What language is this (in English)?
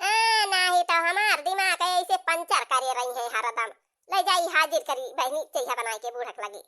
Awadhi